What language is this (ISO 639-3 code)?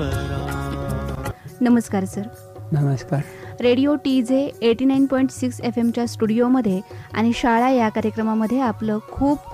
mar